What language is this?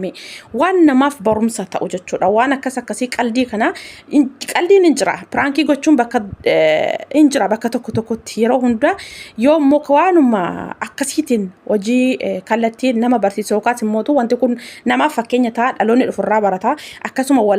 Oromo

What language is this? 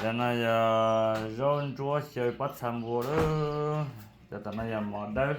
Hmong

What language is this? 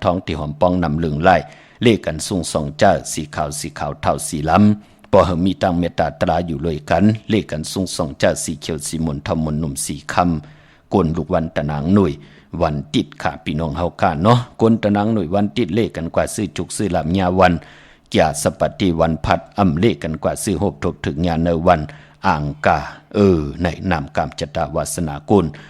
Shan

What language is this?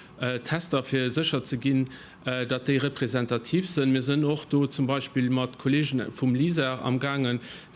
Luxembourgish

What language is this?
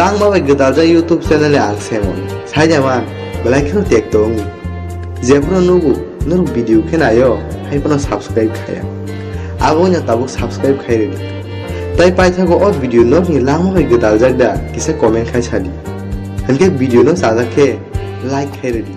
Kok Borok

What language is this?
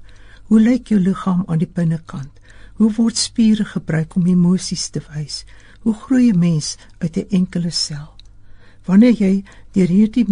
Afrikaans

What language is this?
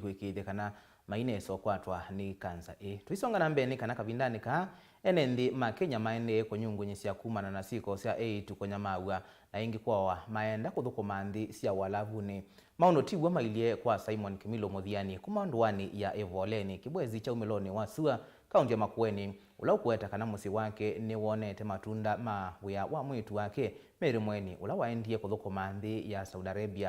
Kamba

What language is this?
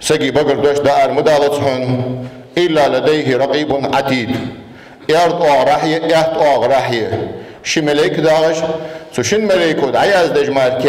Ingush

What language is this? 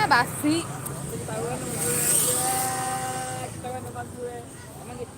Betawi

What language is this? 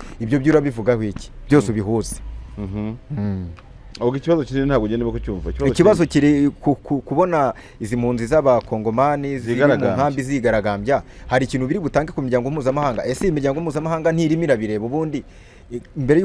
Kinyarwanda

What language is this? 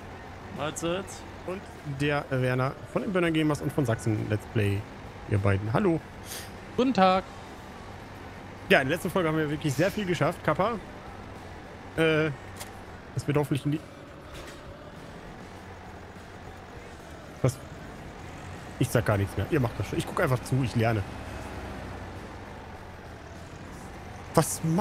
German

